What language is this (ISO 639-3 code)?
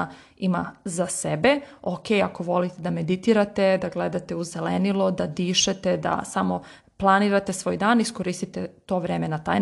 srp